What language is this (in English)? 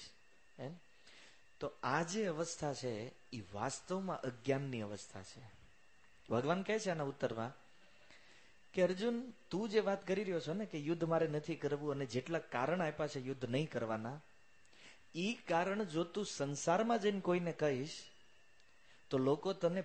Gujarati